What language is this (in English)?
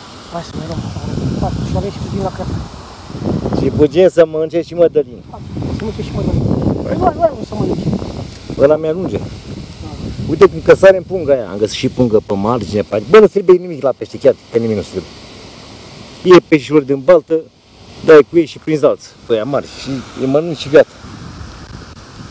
Romanian